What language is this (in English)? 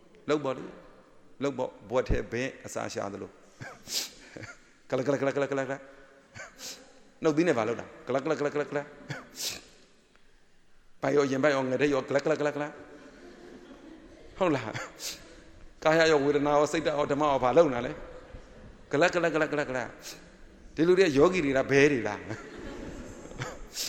Burmese